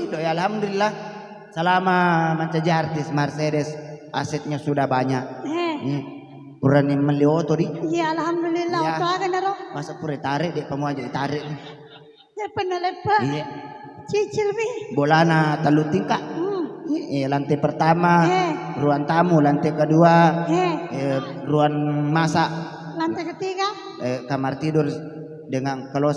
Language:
Buginese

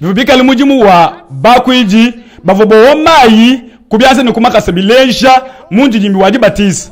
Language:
Luba-Lulua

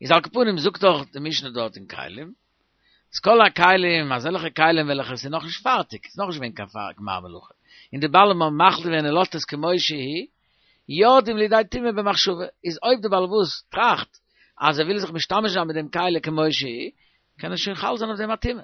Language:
Yiddish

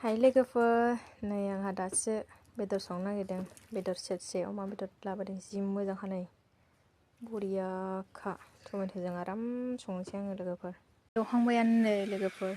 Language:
Bodo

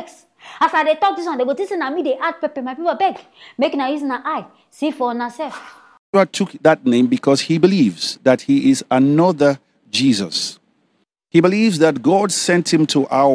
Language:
Nigerian Pidgin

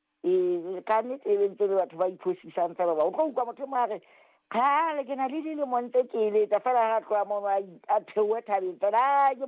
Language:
Southern Sotho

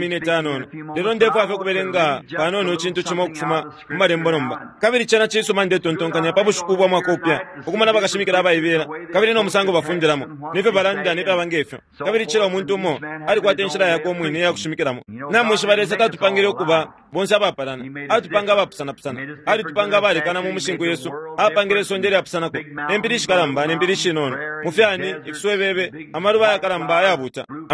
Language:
Bemba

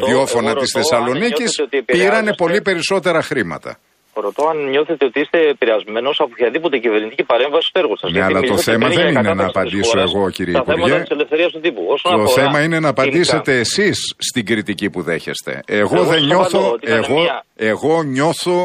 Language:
Greek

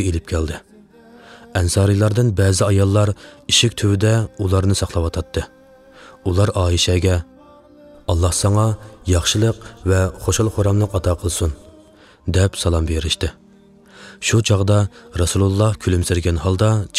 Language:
Uyghur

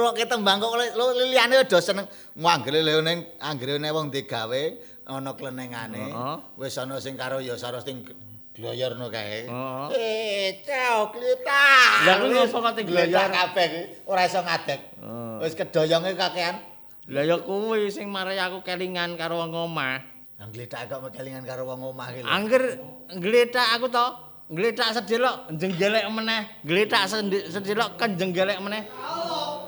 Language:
Javanese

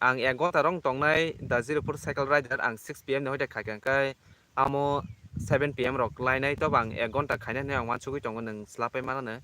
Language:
Kok Borok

